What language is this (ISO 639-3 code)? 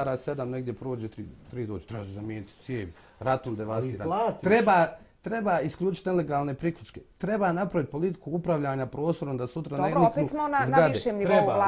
bos